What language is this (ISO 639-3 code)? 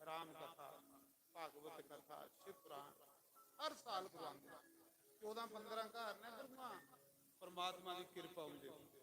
doi